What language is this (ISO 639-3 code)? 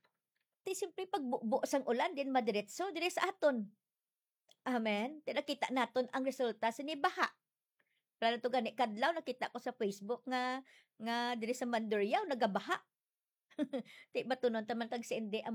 hil